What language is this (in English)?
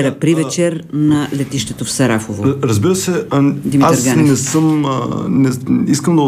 Bulgarian